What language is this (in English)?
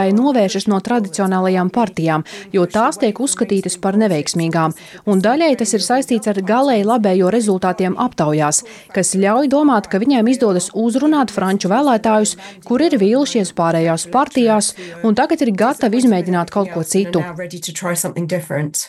Latvian